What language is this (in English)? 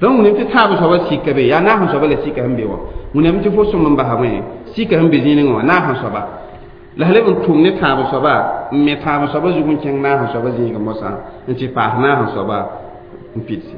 Mossi